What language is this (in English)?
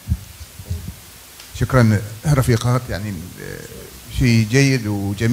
Arabic